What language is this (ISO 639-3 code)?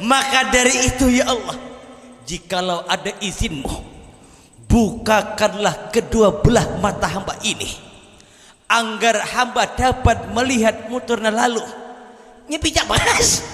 bjn